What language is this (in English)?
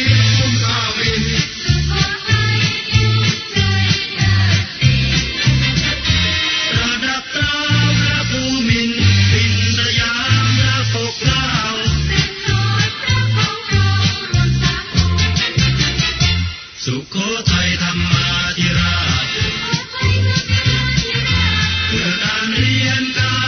Thai